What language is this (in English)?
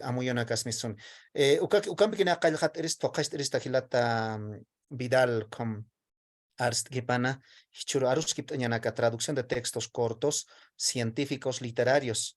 Aymara